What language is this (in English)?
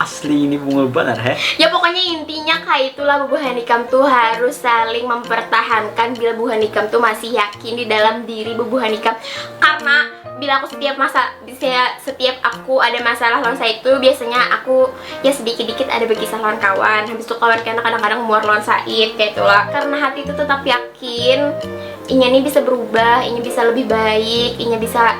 Banjar